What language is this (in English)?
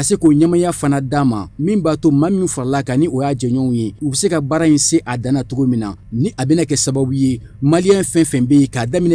Bambara